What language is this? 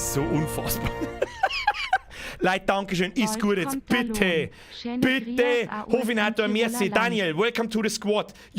Bavarian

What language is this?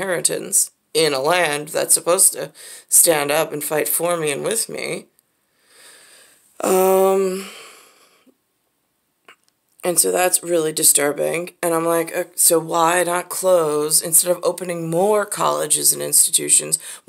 English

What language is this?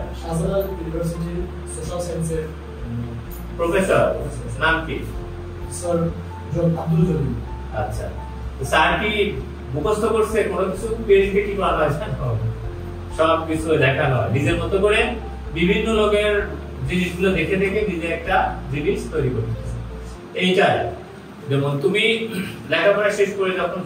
Bangla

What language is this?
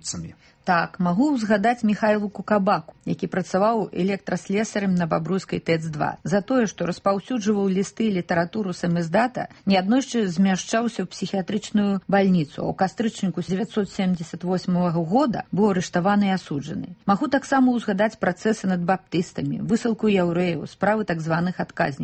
Belarusian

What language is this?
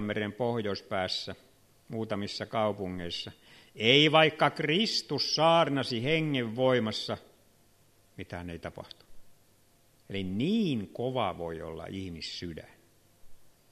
Finnish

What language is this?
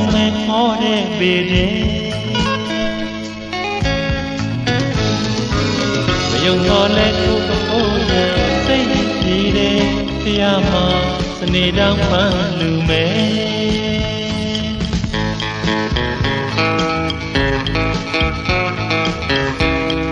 Burmese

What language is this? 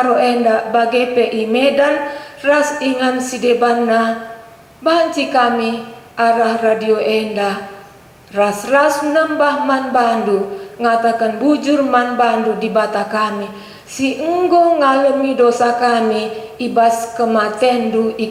Batak Karo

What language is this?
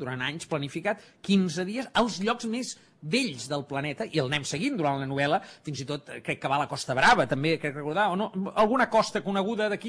Catalan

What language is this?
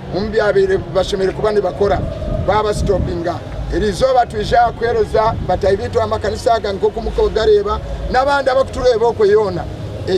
Nyankole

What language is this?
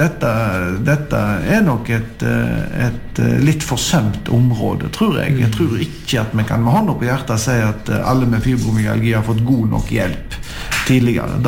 Norwegian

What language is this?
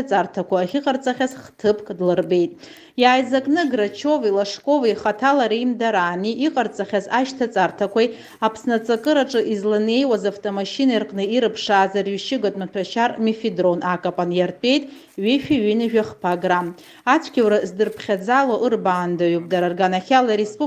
Abkhazian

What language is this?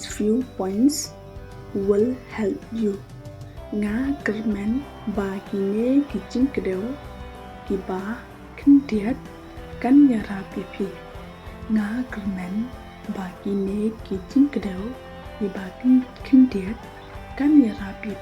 Khasi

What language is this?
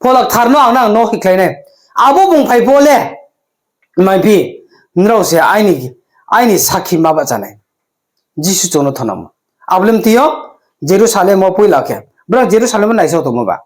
Riang (India)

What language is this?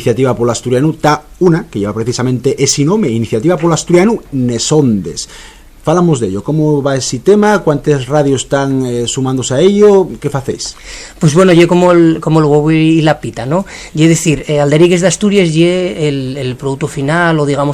Asturian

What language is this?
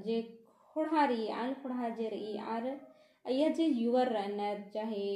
Kurukh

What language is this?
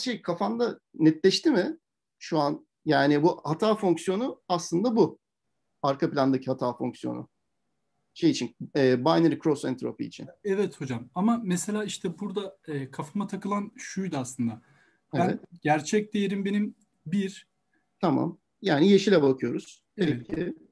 Turkish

